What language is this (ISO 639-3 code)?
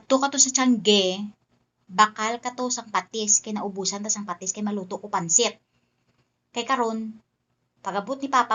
hil